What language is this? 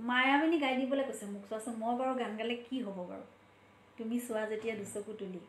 Assamese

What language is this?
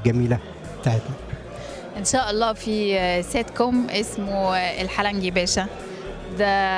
Egyptian Arabic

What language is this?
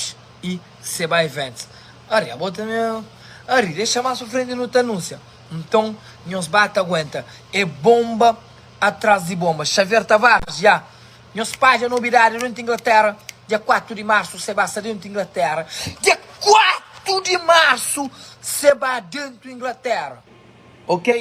Kabuverdianu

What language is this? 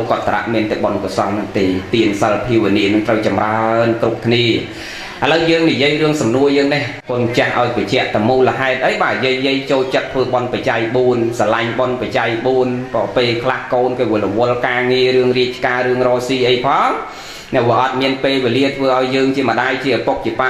Khmer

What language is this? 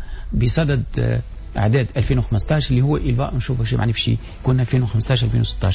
Tunisian Arabic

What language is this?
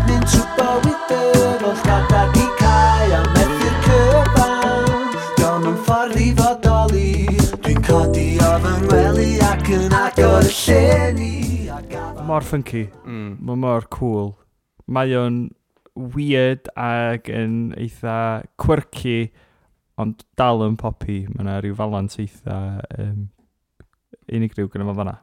Welsh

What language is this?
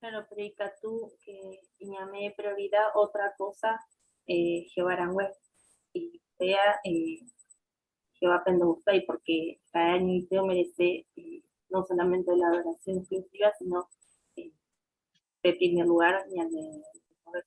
Guarani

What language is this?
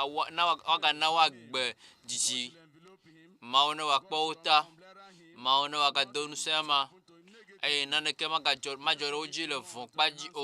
Ewe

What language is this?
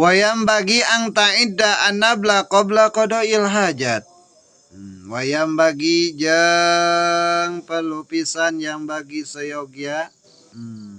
Sundanese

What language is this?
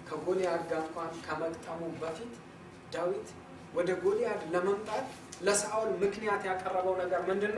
Amharic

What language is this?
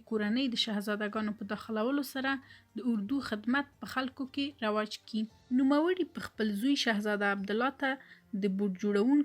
Pashto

